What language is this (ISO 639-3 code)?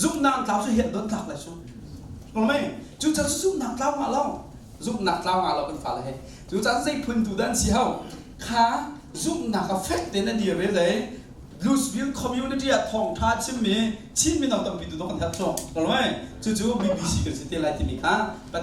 cnh